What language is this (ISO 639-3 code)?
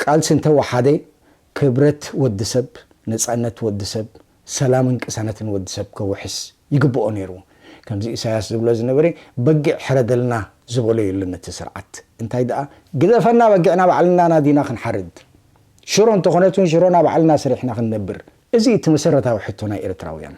tir